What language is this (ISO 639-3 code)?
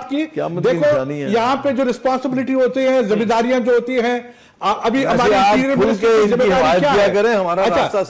urd